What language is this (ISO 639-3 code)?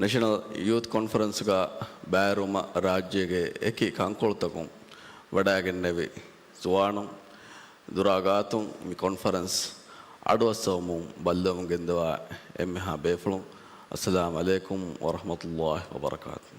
div